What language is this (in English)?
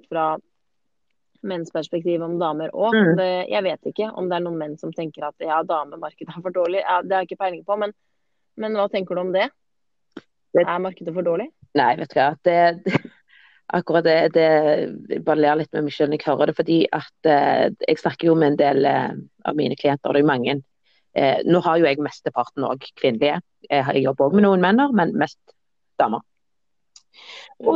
Norwegian